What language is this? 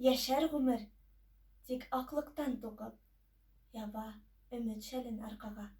Bashkir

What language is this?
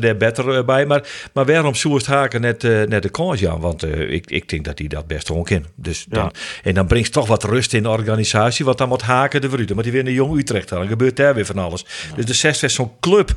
Western Frisian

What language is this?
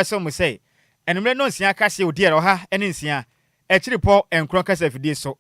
Akan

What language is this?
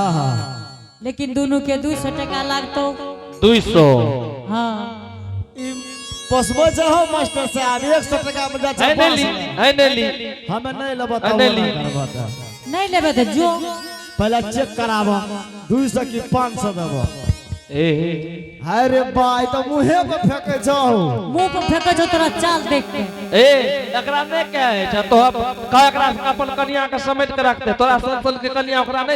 Angika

